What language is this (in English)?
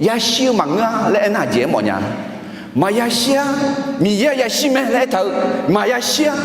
Akha